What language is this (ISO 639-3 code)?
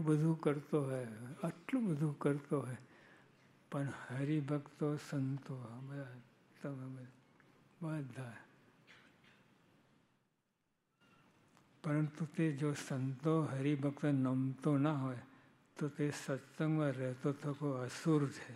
guj